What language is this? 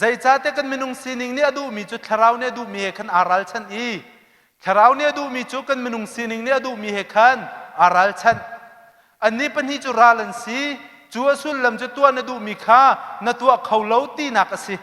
Hakha Chin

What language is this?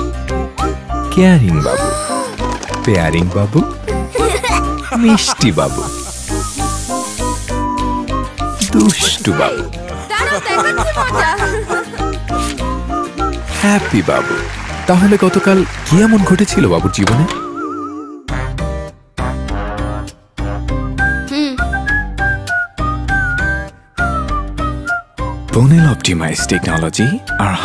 Bangla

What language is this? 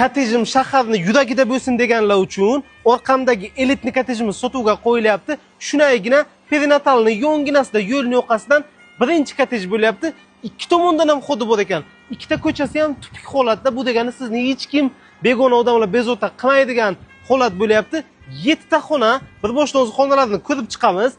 Uzbek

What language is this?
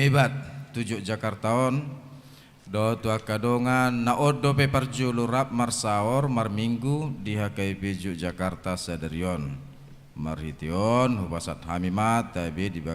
Batak Toba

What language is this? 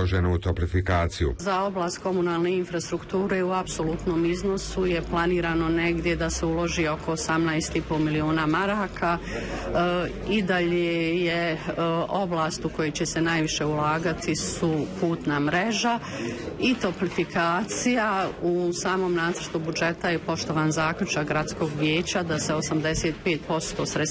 Bosnian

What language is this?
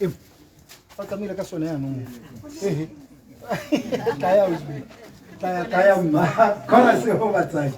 Tswana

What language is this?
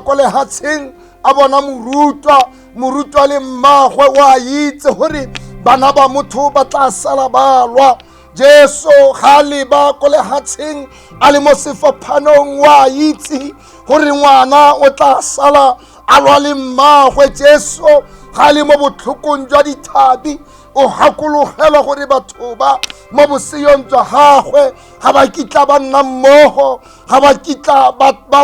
Tswana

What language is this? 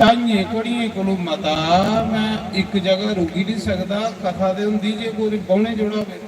Dogri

